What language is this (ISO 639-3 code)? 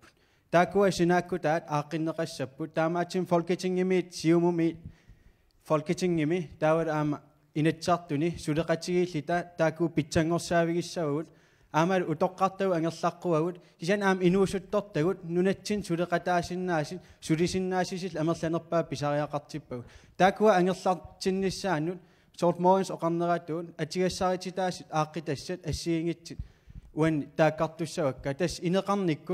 kal